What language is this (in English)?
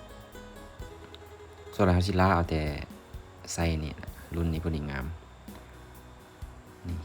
Lao